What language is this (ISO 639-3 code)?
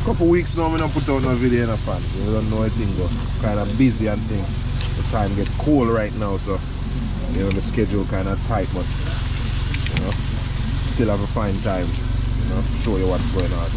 jam